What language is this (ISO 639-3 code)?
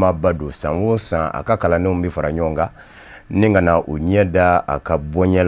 bam